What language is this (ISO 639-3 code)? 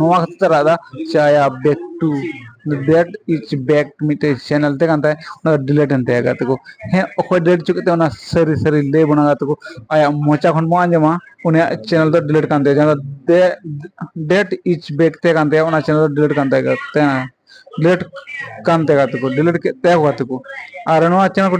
sat